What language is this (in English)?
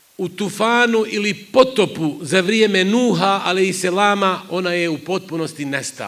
Bosnian